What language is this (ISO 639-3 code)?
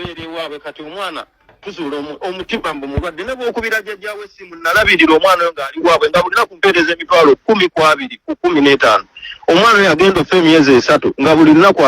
lug